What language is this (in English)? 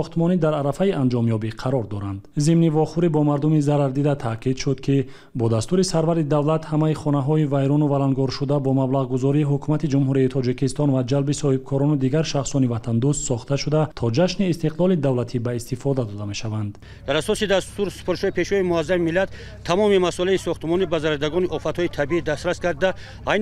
Tajik